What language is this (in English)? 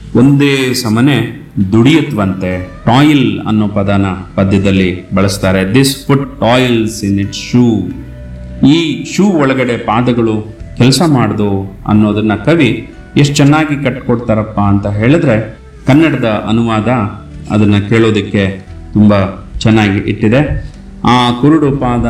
Kannada